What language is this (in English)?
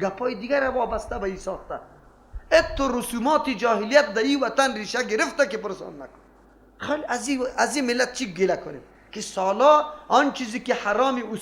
Persian